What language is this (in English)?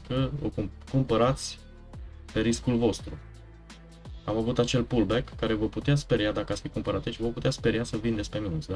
Romanian